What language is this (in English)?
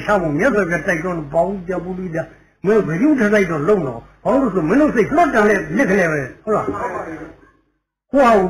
Burmese